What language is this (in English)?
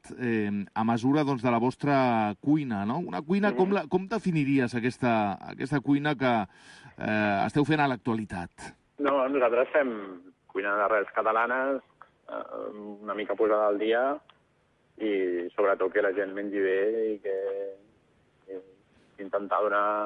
Catalan